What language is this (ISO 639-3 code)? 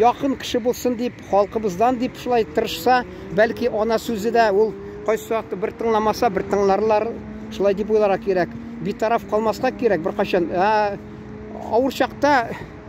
tat